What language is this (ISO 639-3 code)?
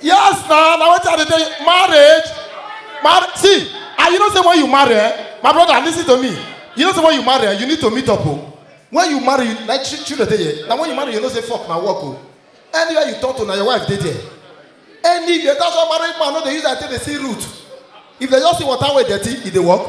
pcm